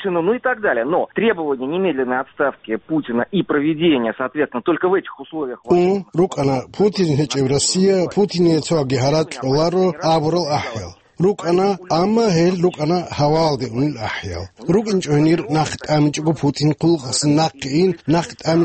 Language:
Avaric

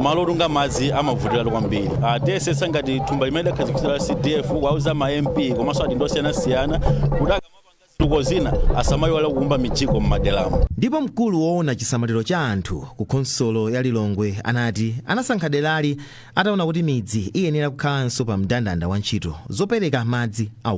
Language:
Nyanja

